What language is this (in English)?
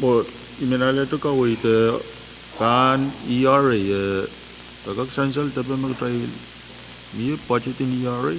Pohnpeian